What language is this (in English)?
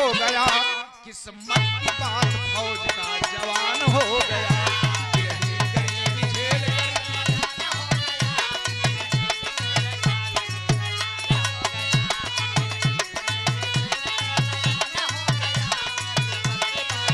Bhojpuri